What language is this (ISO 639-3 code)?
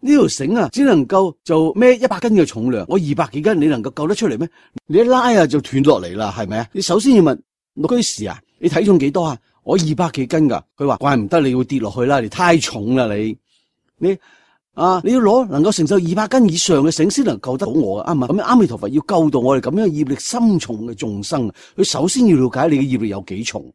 yue